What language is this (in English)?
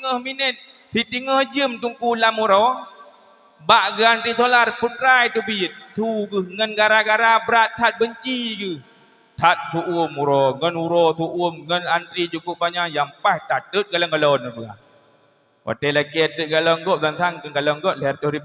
Achinese